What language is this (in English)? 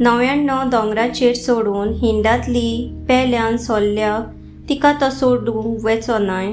Konkani